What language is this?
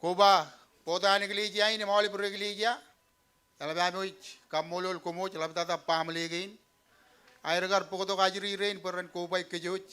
Marshallese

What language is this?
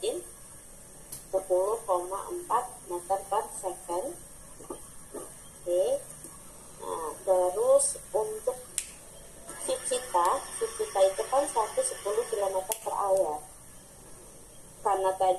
Indonesian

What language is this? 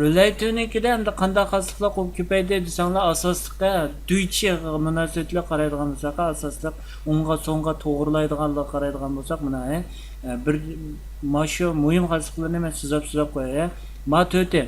Uyghur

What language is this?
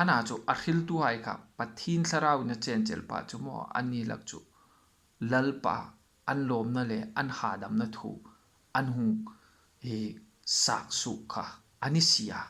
Hmar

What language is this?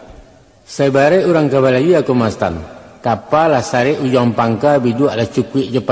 Minangkabau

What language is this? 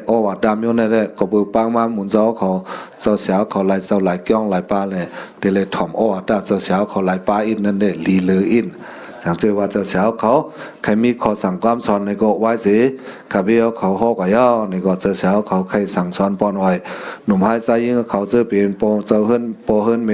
Shan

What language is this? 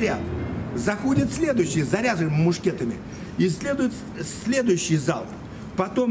Russian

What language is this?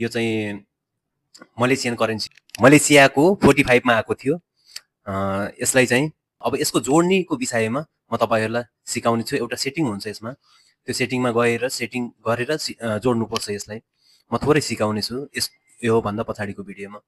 Nepali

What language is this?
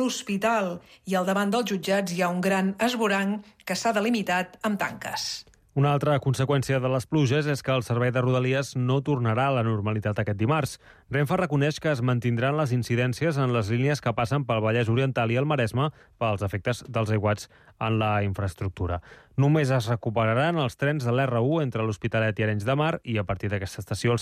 Catalan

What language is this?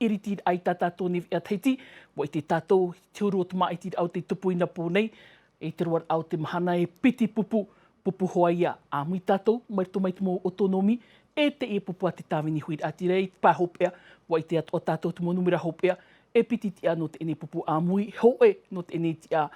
Tahitian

